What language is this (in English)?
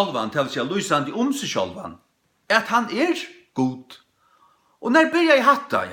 Faroese